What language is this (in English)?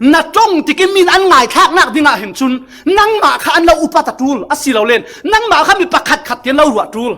Falam Chin